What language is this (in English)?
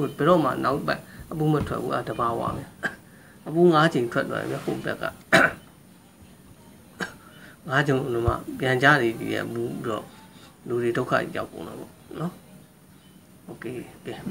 Burmese